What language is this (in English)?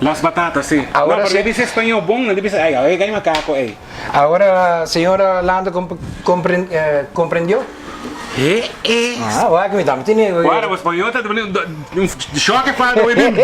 Papiamento